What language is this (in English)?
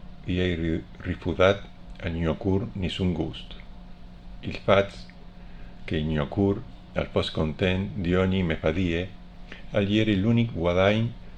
Friulian